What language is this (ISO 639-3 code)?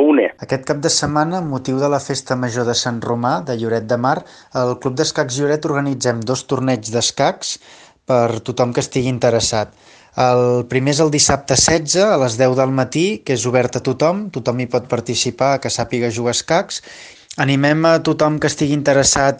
cat